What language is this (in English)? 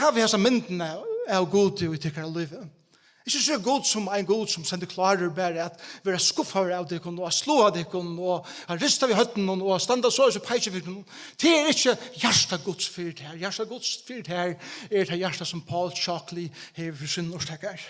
Faroese